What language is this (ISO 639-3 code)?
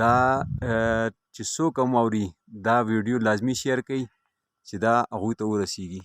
pus